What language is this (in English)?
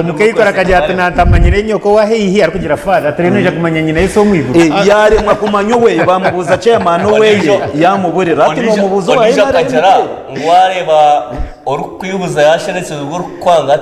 Nyankole